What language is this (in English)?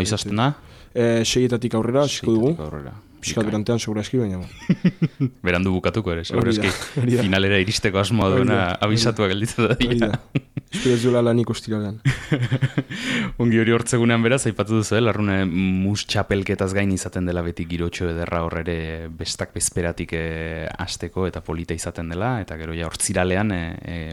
Basque